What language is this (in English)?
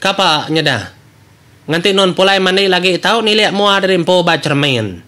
Iban